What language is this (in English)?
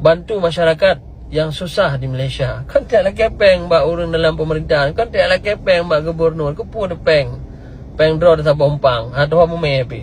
Achinese